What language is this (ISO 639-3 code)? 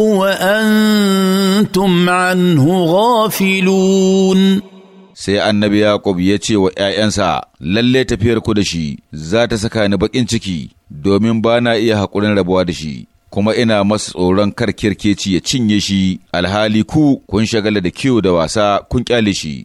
hau